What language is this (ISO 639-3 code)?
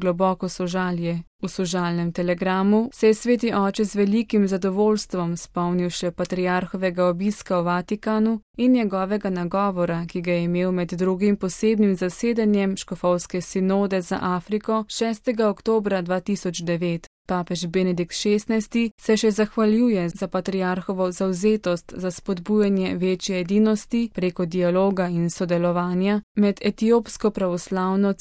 slv